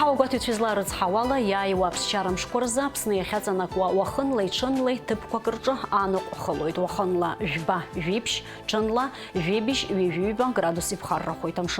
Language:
Abkhazian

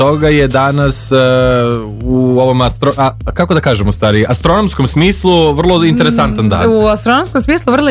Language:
Serbian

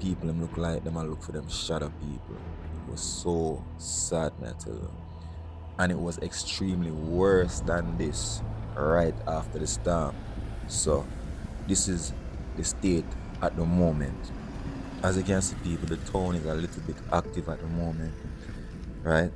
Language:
Jamaican Creole English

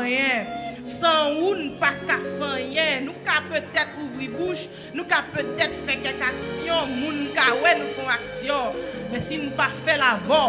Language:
Haitian Creole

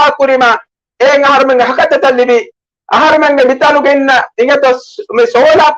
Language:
Divehi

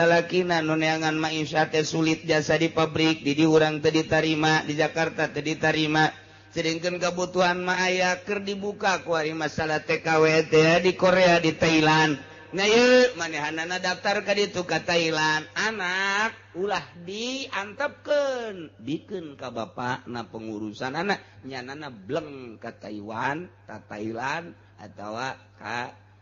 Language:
Sundanese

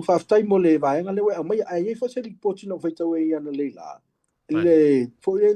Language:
Samoan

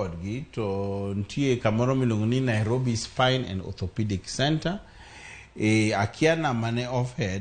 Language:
Luo (Kenya and Tanzania)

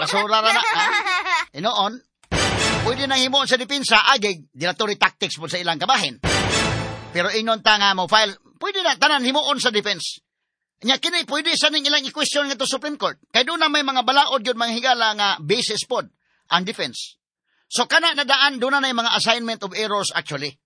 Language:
Cebuano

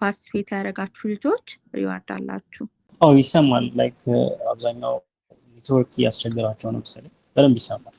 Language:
Amharic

